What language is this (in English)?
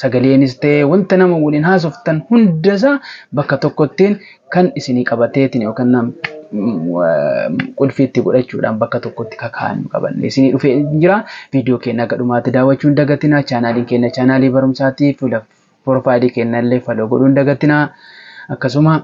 Oromo